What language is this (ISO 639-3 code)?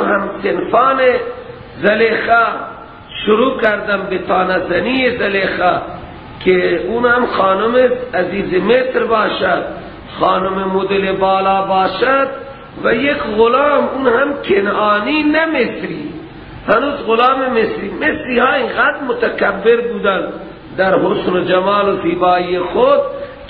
fas